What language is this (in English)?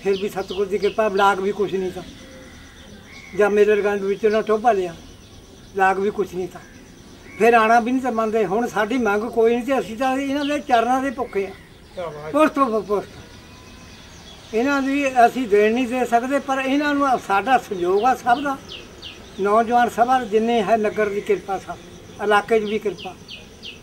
Punjabi